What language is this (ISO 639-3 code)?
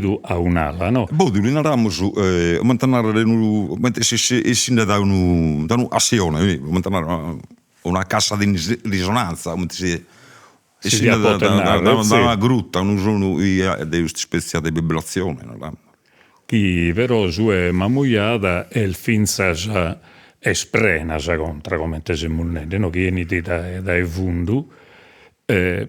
srd